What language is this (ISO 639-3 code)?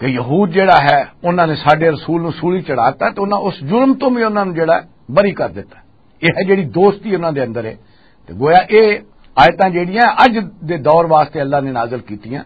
lah